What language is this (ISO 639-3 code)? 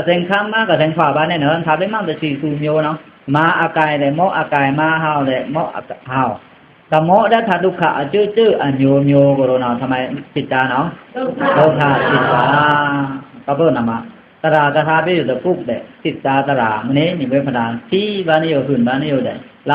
blk